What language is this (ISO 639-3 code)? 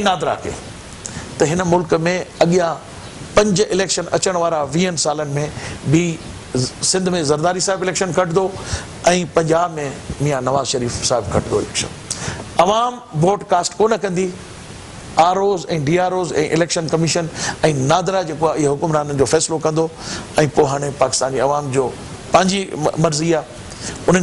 snd